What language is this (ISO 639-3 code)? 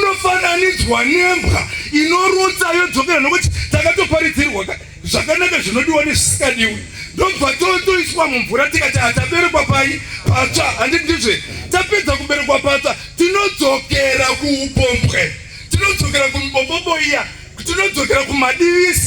sna